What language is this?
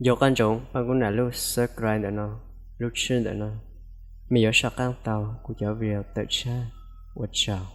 Hmong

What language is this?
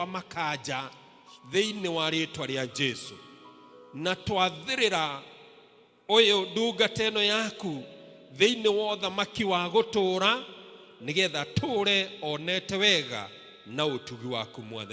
Kikuyu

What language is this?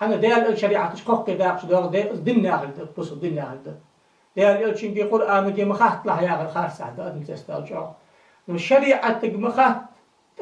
Ingush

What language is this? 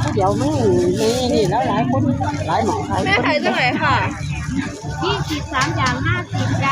Northeastern Thai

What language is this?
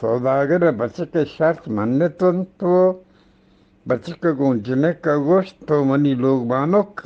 Eastern Balochi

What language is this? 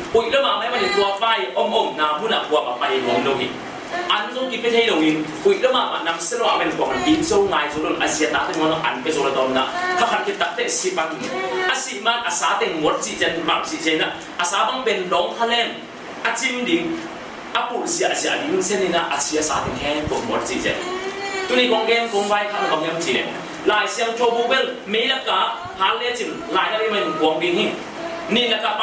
Tedim Chin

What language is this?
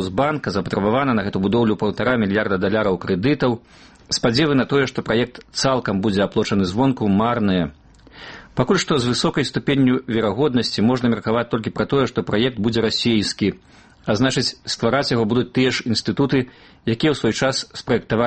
Belarusian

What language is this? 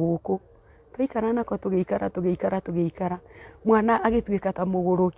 Kikuyu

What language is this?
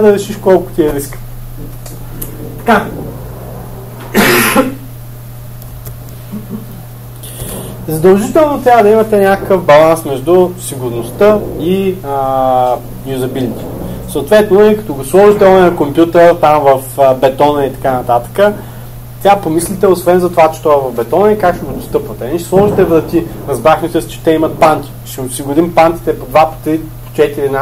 Bulgarian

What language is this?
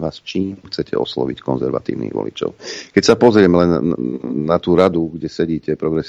Slovak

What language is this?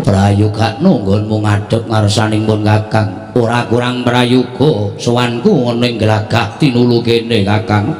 Javanese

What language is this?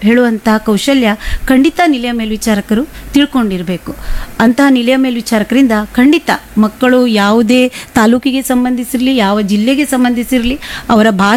Kannada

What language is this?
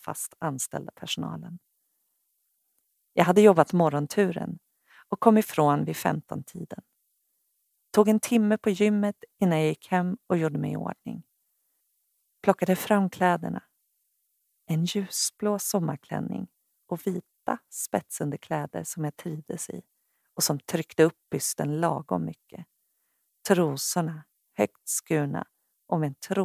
Swedish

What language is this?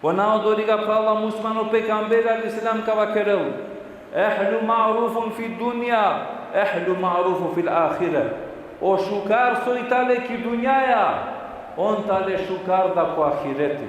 Balkan Romani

